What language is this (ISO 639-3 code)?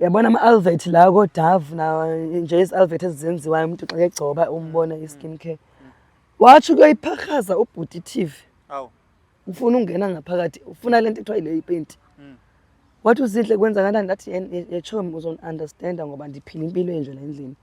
zul